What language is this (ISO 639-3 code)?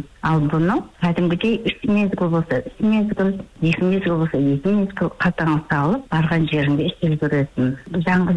kaz